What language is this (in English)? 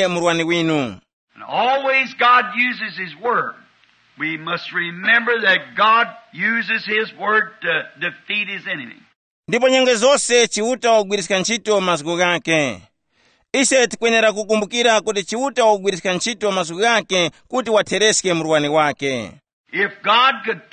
Tumbuka